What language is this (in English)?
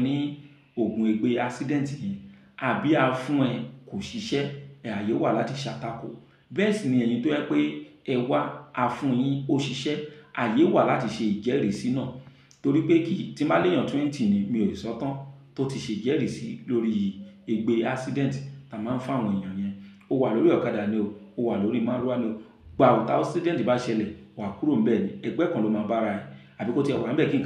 Yoruba